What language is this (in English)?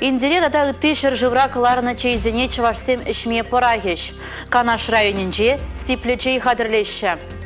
Chuvash